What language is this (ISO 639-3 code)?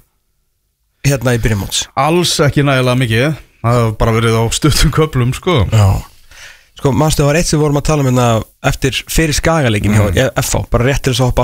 isl